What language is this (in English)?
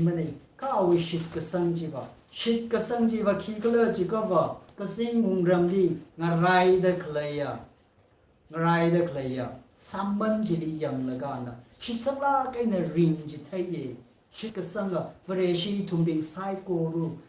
Tangkhul Naga (India)